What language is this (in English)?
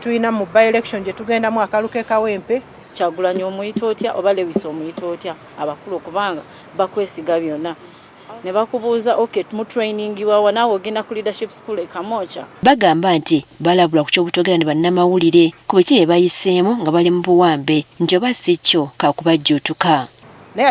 Ganda